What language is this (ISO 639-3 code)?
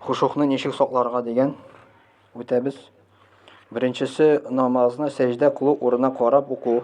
tat